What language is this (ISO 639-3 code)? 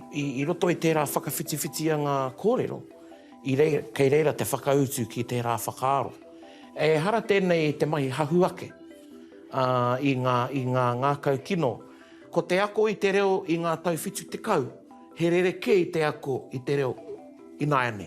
mri